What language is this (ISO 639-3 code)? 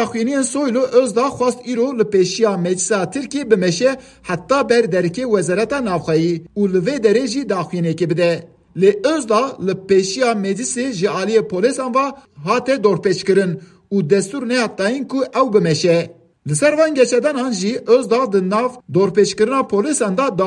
kur